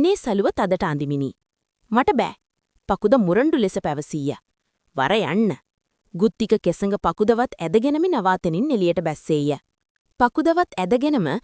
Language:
Sinhala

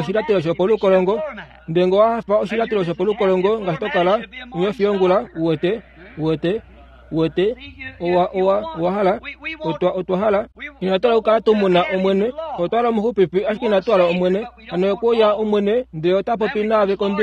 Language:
Kuanyama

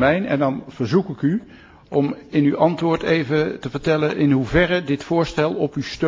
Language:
Dutch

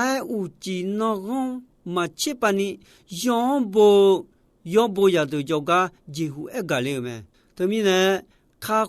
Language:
Akha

